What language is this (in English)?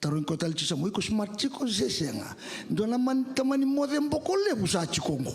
Fijian